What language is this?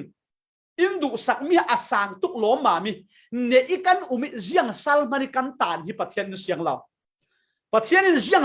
Falam Chin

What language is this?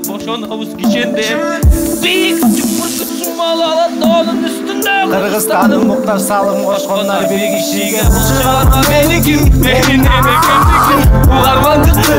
Kyrgyz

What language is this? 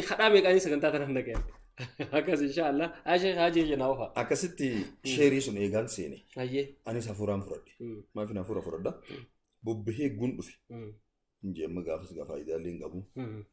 Oromo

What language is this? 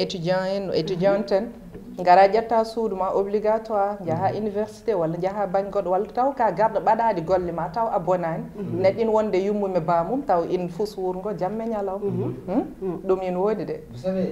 Fula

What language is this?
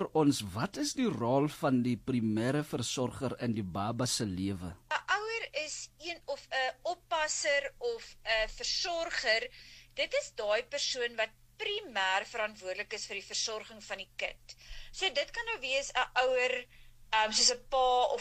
Afrikaans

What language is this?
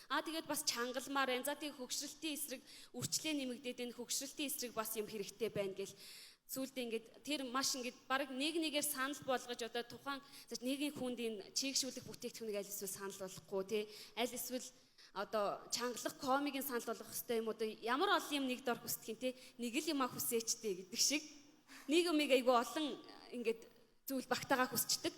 Mongolian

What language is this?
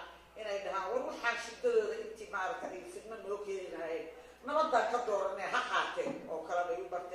Somali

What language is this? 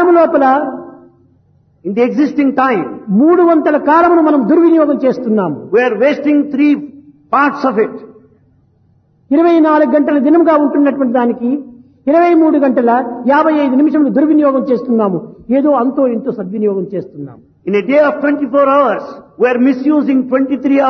Telugu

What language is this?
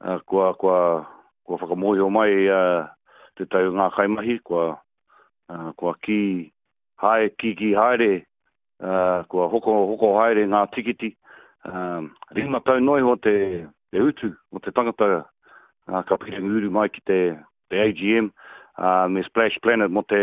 Māori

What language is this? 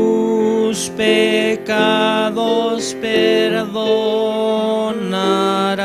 Aymara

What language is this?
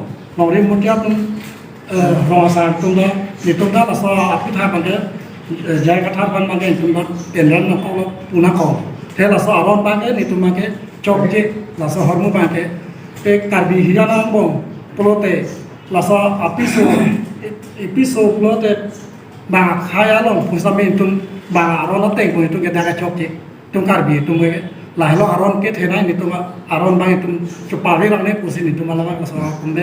Karbi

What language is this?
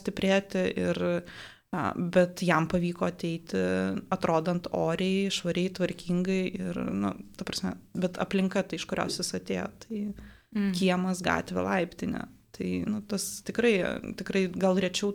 Lithuanian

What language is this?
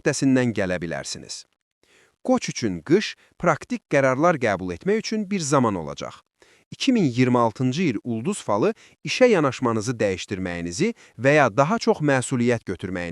Azerbaijani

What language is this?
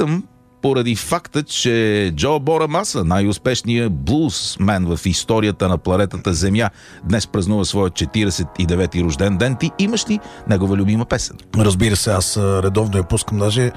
Bulgarian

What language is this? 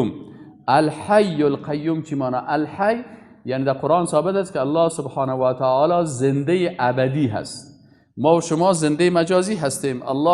Persian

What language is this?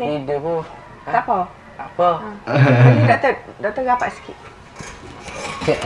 Malay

